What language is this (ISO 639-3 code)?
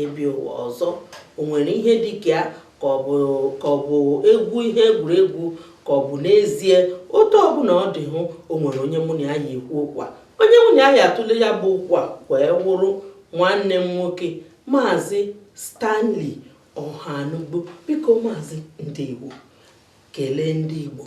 ibo